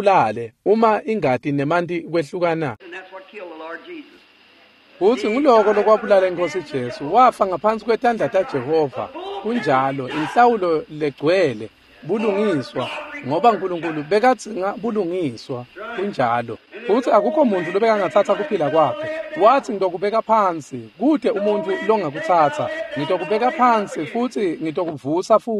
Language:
Swati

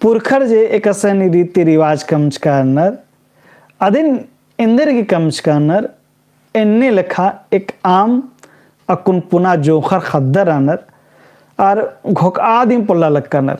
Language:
Kurukh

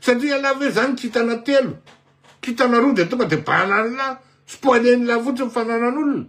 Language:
Malagasy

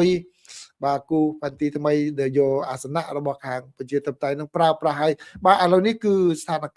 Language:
Khmer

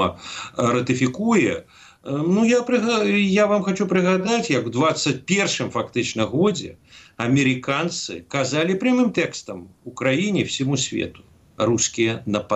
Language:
Belarusian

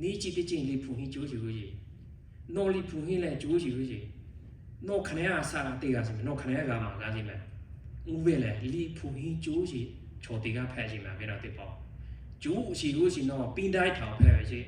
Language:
Lahu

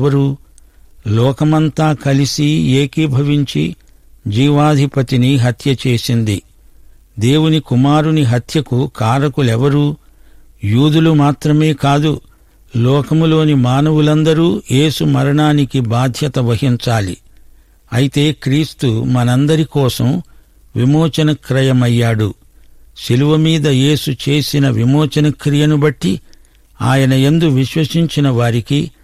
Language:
Telugu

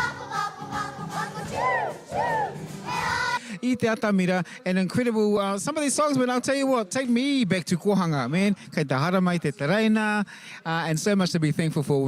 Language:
Māori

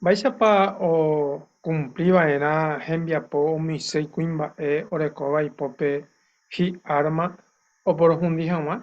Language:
Guarani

